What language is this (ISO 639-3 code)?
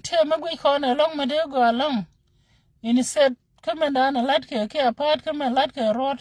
nus